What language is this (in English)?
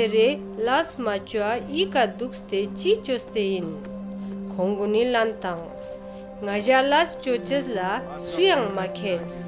Ladakhi